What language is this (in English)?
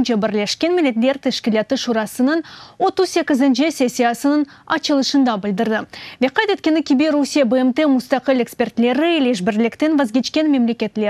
Crimean Tatar